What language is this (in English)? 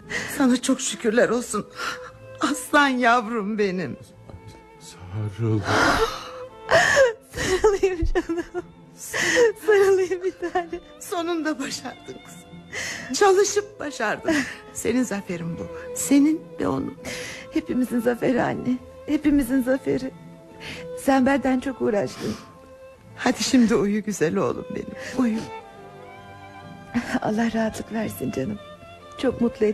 Turkish